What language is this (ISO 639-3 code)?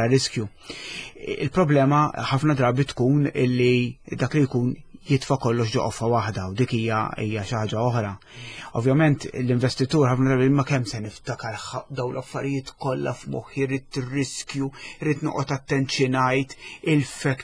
mlt